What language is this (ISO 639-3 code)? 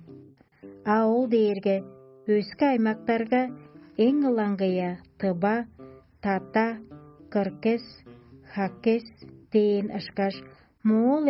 tyv